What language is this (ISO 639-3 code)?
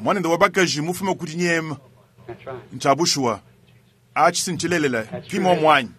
lua